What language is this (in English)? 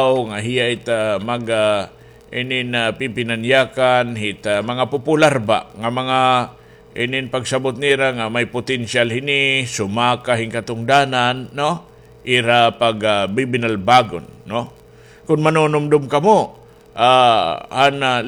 Waray